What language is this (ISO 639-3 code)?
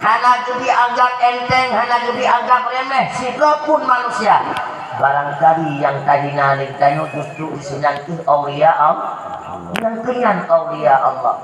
ace